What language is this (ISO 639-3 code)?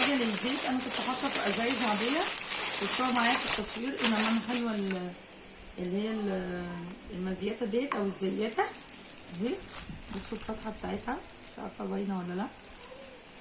arz